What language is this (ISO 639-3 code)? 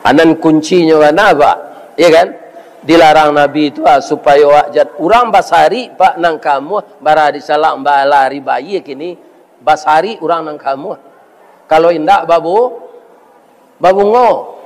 min